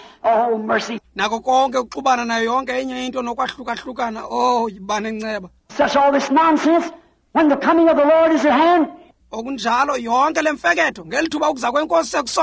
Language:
Xhosa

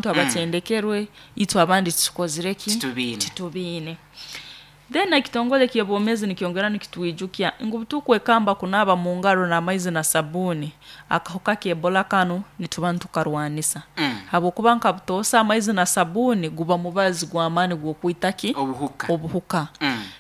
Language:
Nyoro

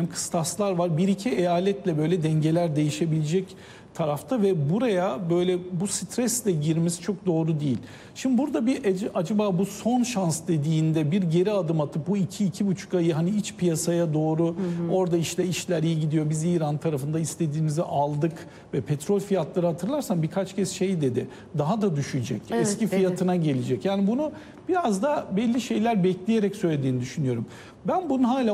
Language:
Turkish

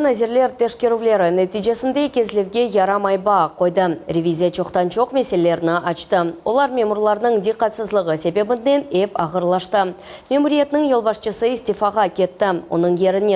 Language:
Crimean Tatar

